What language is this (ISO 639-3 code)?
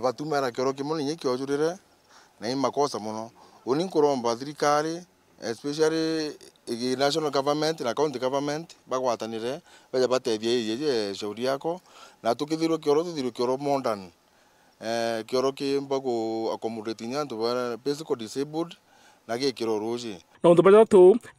mer